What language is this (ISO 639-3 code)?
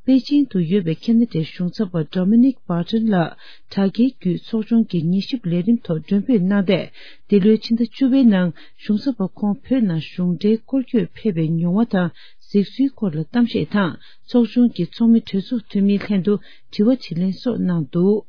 bod